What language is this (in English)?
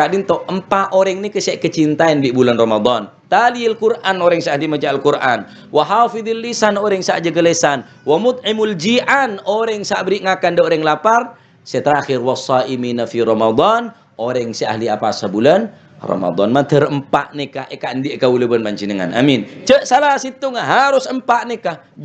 Madurese